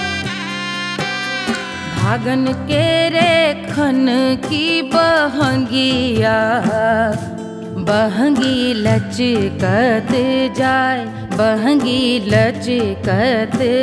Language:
Bhojpuri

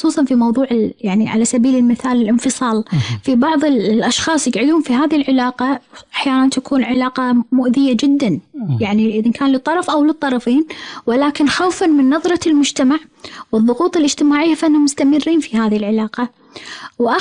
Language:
Gulf Arabic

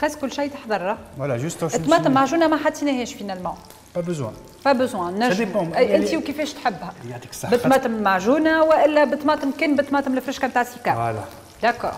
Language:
Tunisian Arabic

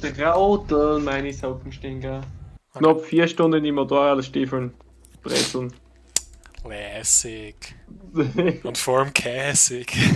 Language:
Bavarian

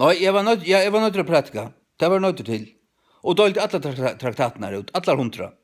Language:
Faroese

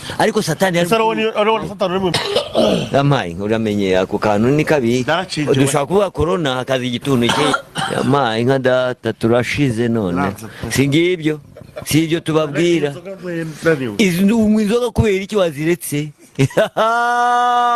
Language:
Kinyarwanda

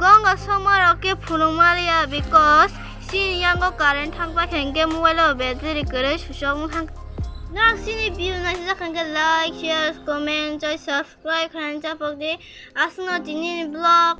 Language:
Kok Borok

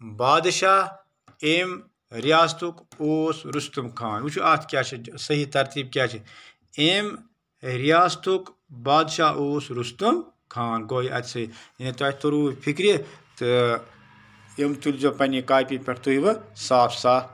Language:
Kashmiri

